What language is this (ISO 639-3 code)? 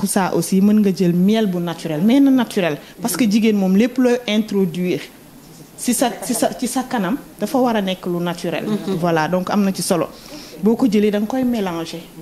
wol